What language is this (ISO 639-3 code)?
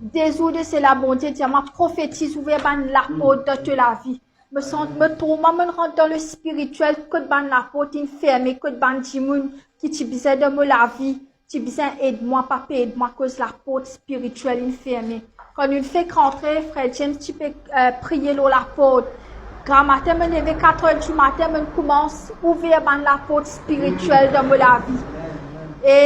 mfe